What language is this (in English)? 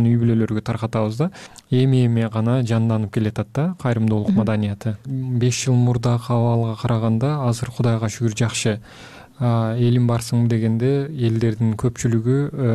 Kyrgyz